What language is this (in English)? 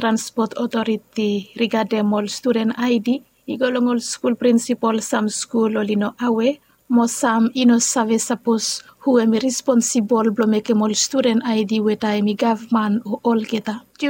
Bislama